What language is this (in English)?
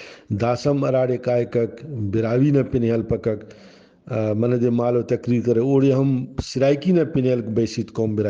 Brahui